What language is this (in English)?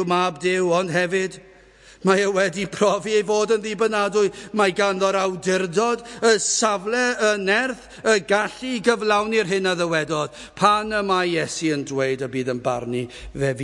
Welsh